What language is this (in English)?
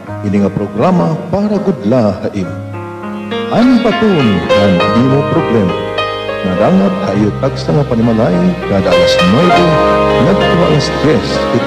Waray